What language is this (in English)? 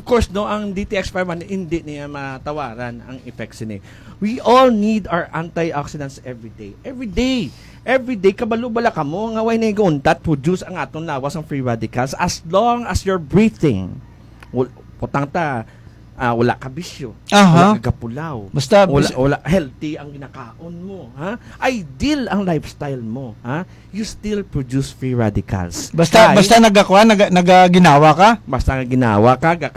Hiligaynon